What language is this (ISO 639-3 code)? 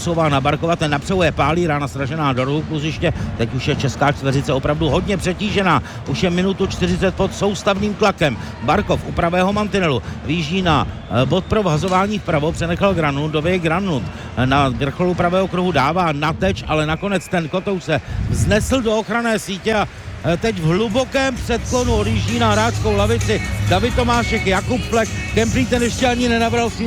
ces